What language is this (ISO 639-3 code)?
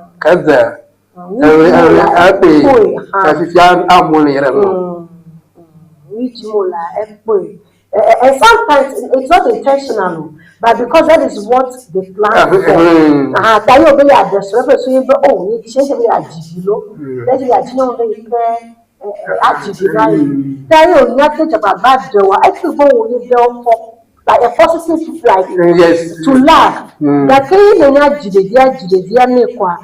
ewe